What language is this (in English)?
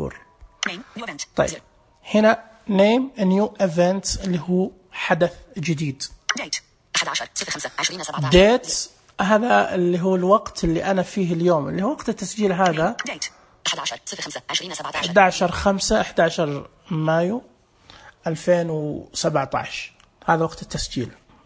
Najdi Arabic